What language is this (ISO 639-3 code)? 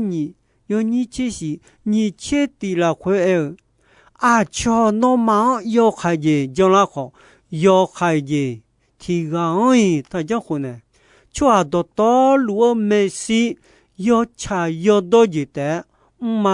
ahk